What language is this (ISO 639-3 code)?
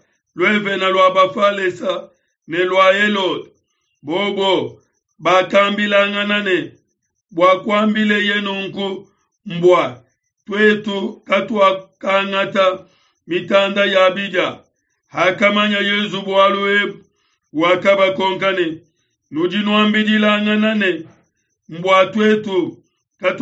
lua